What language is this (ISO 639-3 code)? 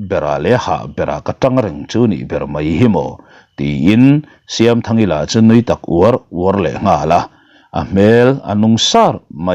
lus